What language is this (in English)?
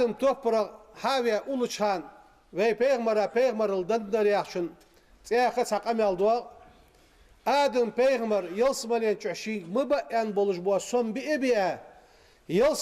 Ingush